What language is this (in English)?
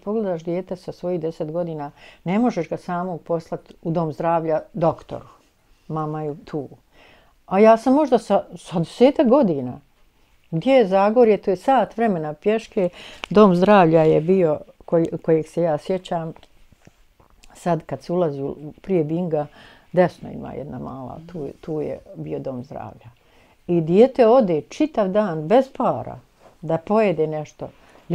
Bosnian